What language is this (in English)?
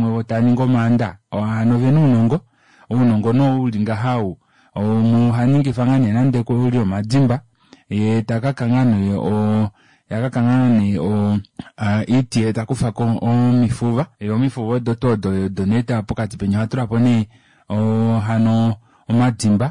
Kuanyama